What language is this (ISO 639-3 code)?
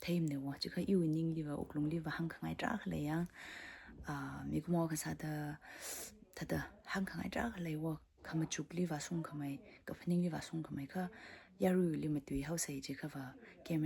nmf